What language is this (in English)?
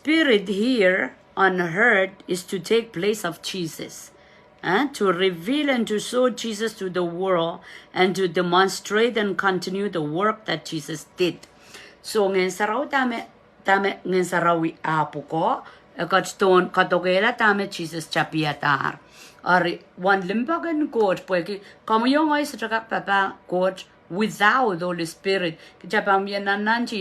Pohnpeian